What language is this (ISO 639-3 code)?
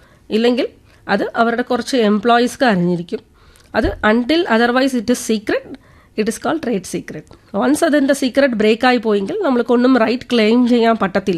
mal